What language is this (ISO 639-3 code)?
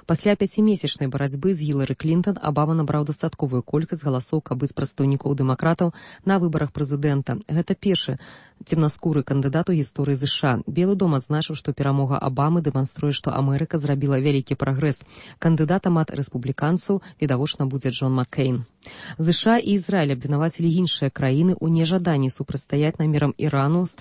bel